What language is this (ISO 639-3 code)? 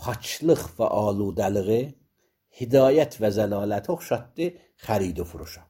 aze